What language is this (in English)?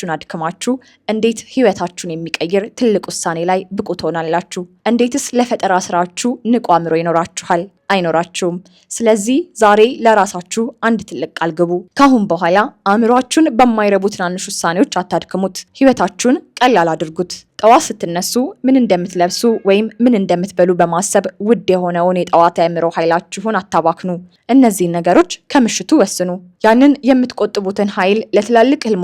Amharic